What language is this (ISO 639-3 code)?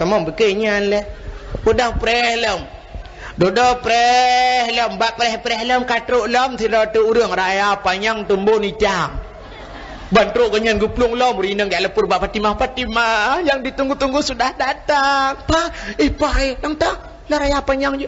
ace